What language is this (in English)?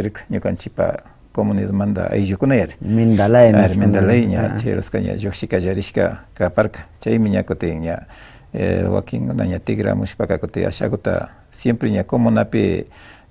Imbabura Highland Quichua